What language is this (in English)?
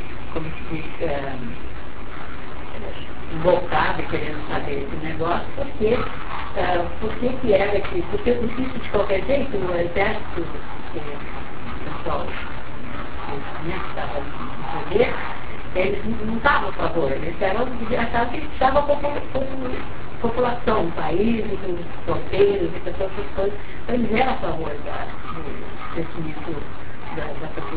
Portuguese